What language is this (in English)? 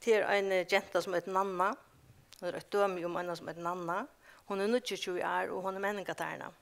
Faroese